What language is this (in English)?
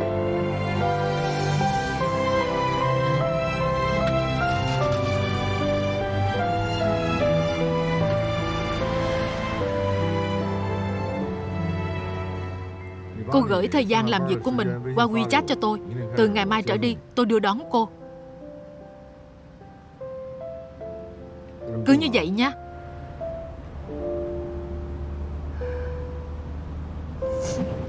Vietnamese